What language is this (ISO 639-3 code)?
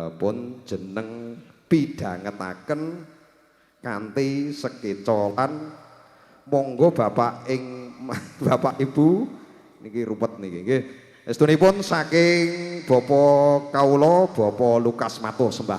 jav